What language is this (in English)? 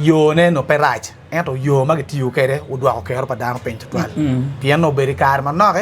Acoli